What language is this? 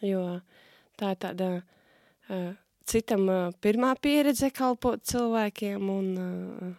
Latvian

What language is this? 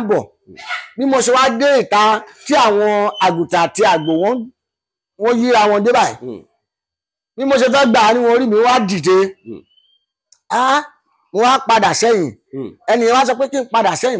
Yoruba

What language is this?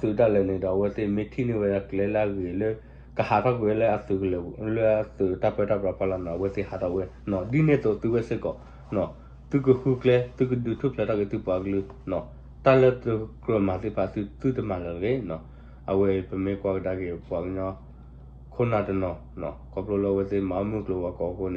S'gaw Karen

